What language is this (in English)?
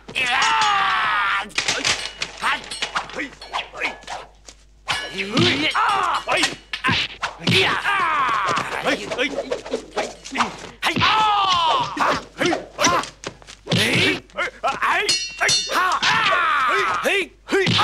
Chinese